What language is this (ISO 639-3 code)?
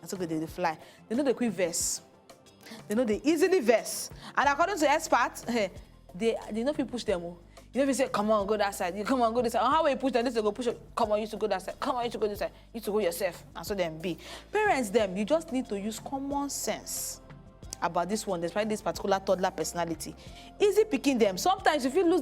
pcm